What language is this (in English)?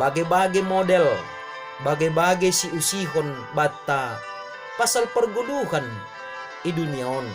Batak Simalungun